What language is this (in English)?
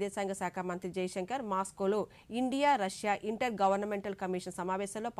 Telugu